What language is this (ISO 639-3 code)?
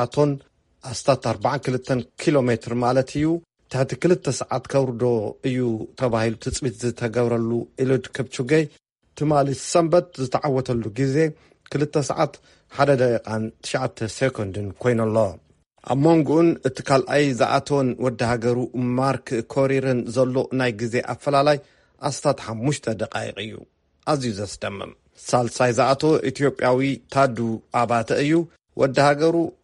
tir